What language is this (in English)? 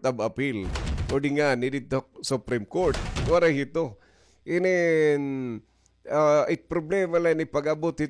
Waray